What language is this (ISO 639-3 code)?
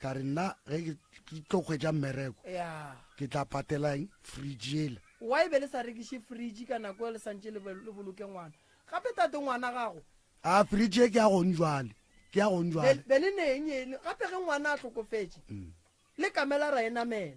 nso